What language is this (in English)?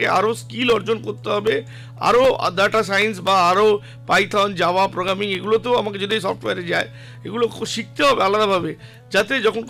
Bangla